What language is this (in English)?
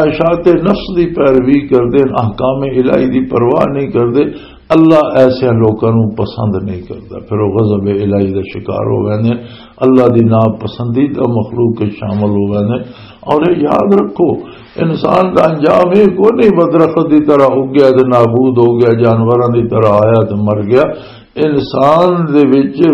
Western Panjabi